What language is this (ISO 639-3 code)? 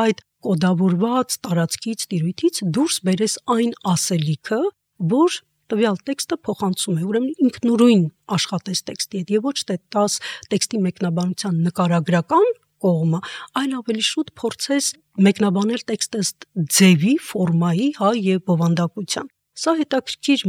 hye